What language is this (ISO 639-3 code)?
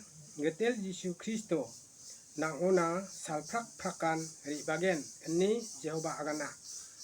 grt